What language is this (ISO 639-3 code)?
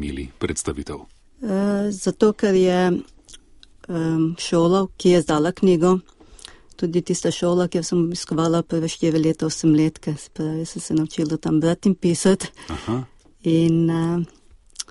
slv